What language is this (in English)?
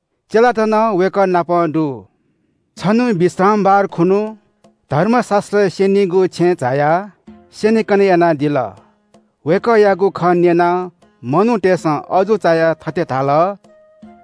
Newari